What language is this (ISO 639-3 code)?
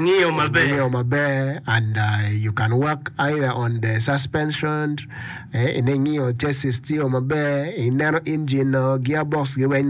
ach